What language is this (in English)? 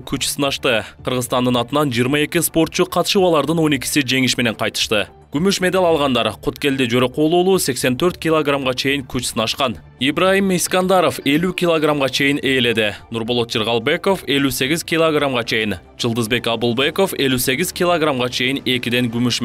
Kyrgyz